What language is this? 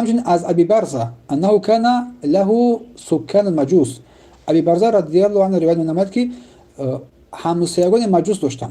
Tajik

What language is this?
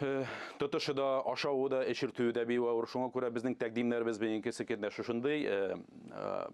Tatar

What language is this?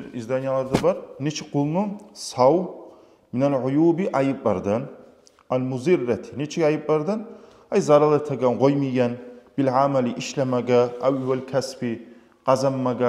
Kumyk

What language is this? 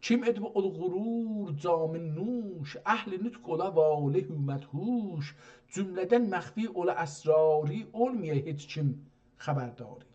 South Azerbaijani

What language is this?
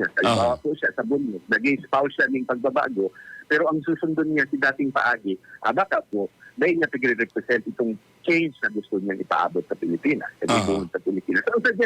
Bikol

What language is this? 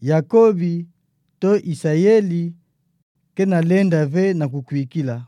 Kituba (Democratic Republic of Congo)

